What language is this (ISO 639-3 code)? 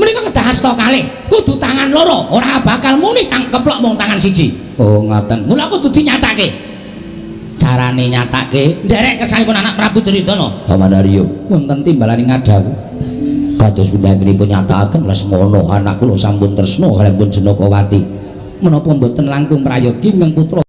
jav